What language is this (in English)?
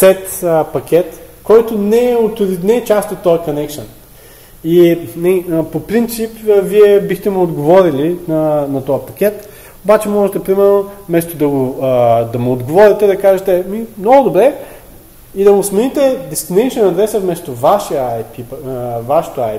Bulgarian